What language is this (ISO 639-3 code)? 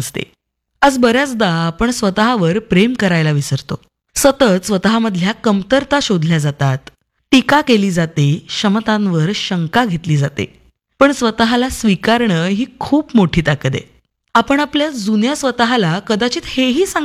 mar